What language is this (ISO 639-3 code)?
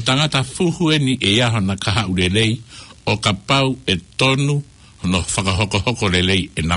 ton